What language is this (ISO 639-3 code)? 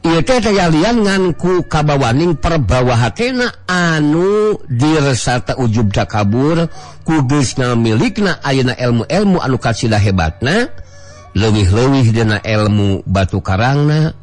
sun